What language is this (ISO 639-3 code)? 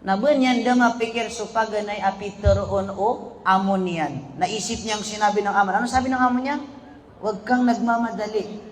mrw